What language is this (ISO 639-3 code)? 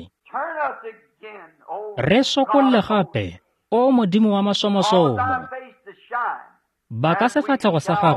tsn